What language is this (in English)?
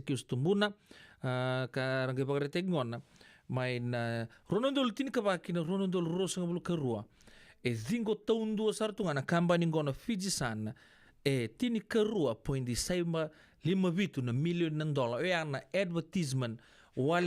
Fijian